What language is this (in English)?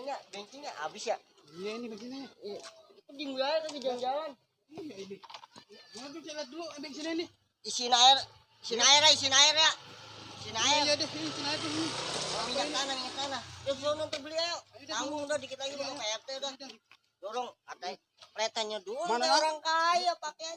Betawi